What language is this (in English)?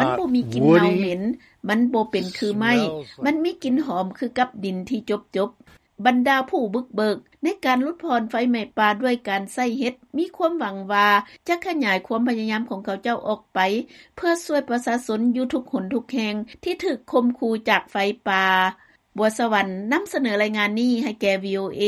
Lao